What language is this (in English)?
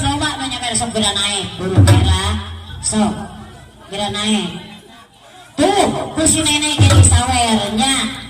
Sundanese